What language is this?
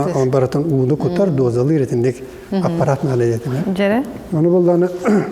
Yakut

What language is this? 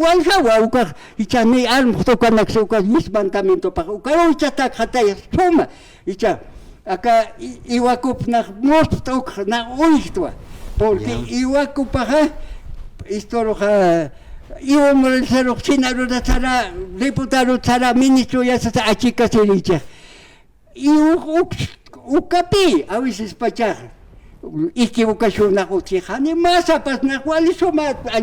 Aymara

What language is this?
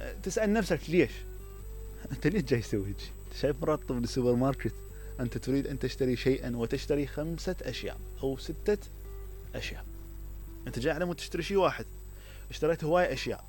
Mesopotamian Arabic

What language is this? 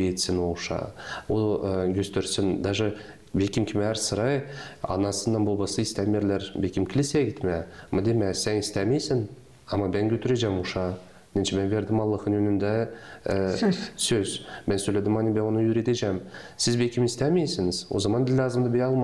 Gagauz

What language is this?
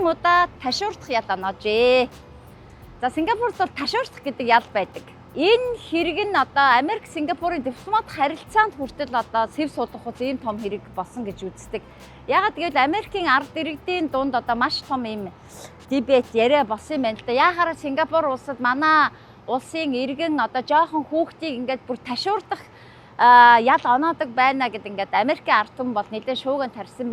Mongolian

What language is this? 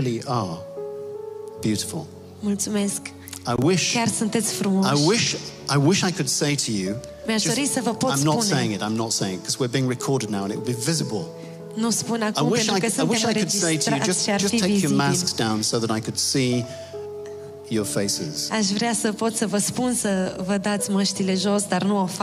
Romanian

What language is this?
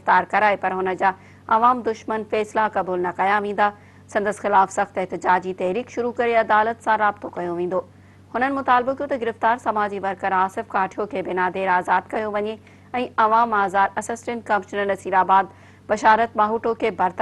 Sindhi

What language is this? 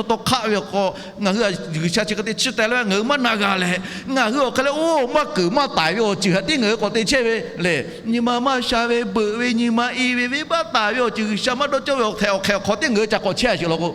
Lahu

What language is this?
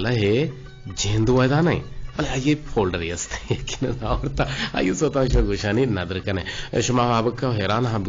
Eastern Balochi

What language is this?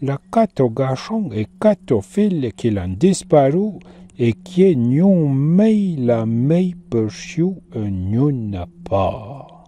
Arpitan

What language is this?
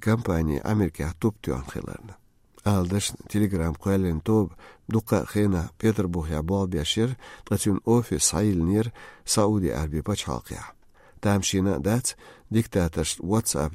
Uzbek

